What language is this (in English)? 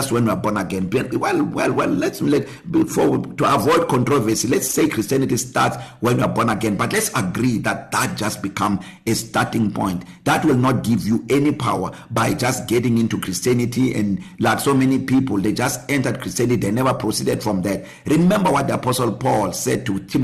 English